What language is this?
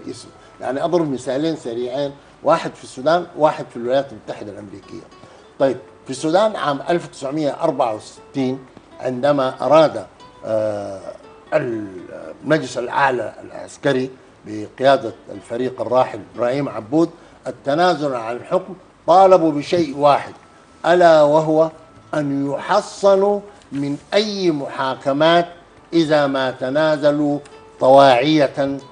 Arabic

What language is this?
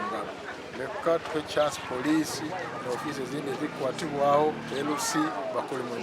Nyankole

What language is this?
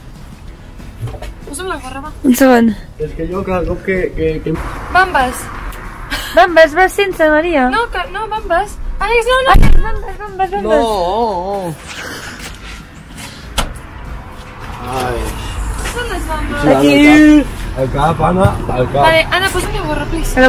Catalan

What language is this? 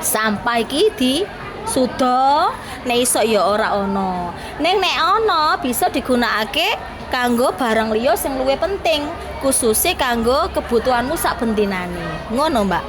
Javanese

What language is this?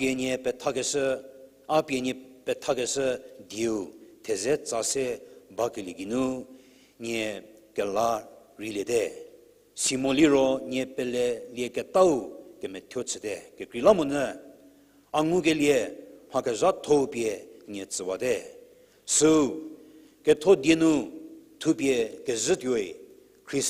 Angami Naga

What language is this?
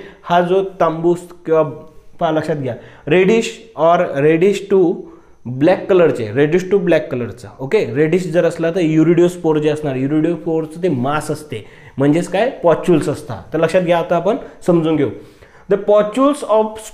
Marathi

